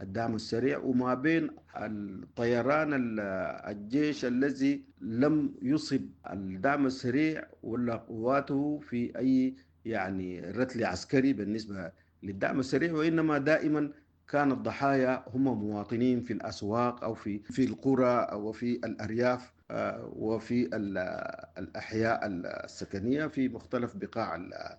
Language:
Sudanese Arabic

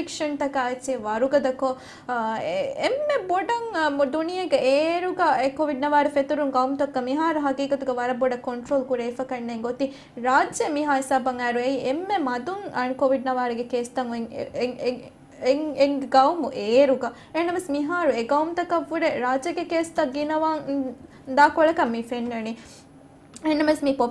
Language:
Divehi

